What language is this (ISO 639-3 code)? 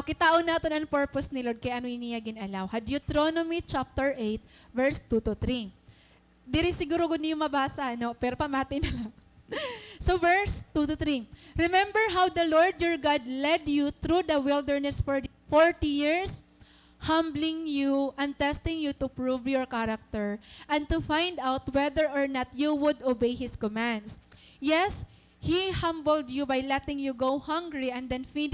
war